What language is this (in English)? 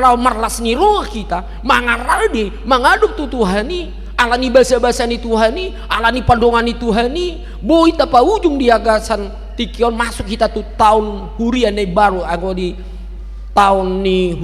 Batak Toba